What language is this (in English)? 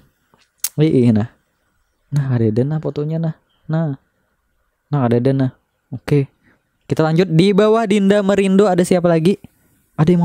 Banjar